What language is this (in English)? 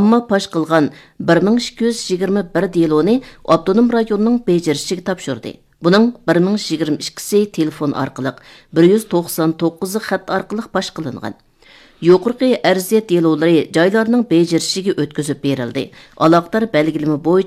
Uyghur